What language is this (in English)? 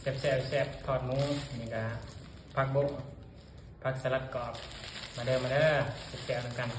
Northeastern Thai